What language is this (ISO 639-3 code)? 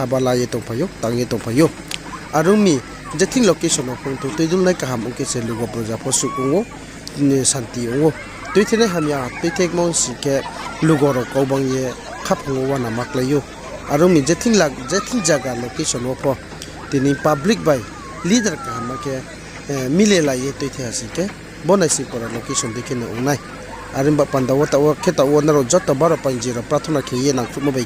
ria